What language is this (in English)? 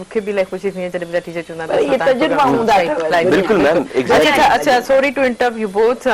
Sindhi